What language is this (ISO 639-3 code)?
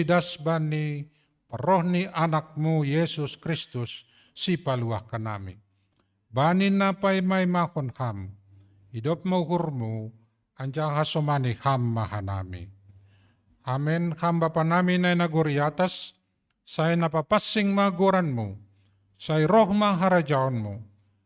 bts